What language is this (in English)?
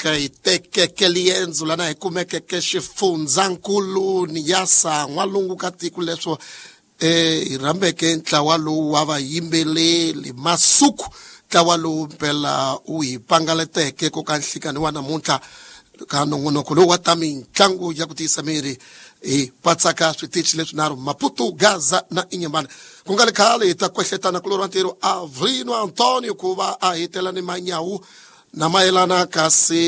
Tsonga